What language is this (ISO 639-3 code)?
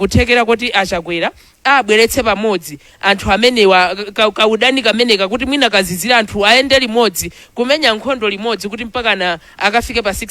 nya